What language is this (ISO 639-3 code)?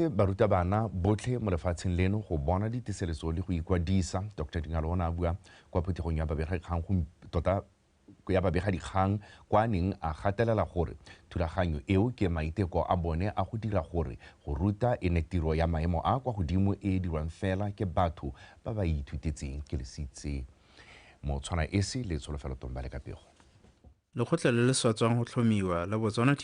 tsn